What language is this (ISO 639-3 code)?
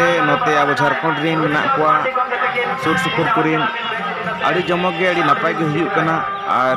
sat